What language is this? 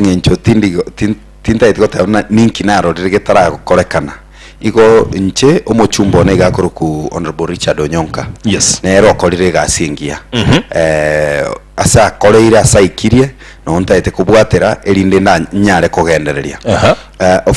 Gusii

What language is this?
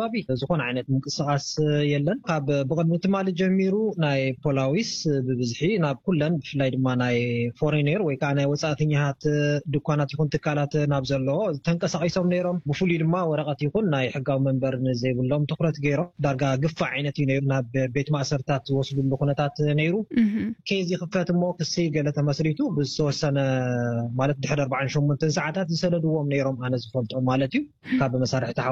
Tigrinya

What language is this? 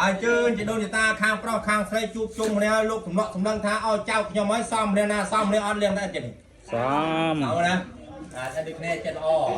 Khmer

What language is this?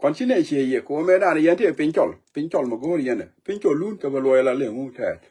Nuer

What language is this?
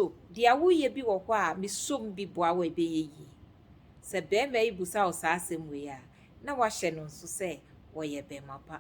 Akan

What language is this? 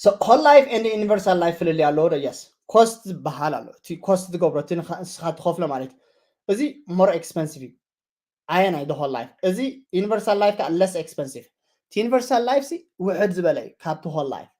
Tigrinya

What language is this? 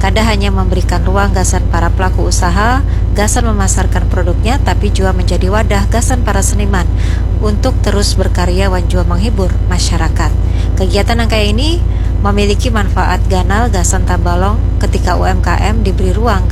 Banjar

